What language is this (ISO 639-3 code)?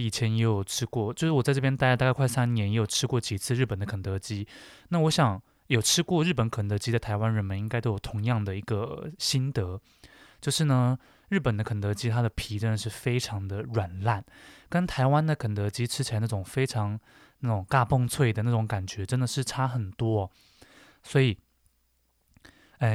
zho